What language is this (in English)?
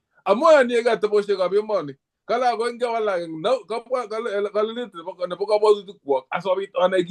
Kalenjin